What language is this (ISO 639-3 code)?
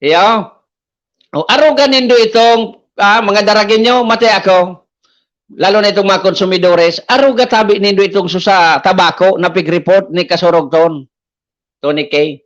bik